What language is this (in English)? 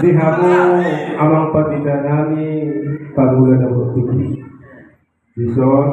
Batak Toba